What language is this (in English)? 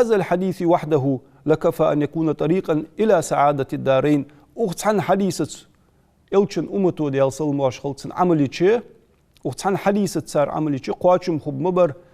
Ingush